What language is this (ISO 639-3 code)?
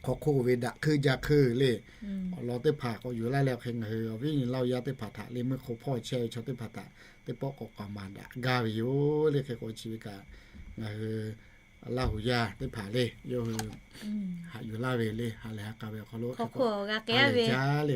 lhu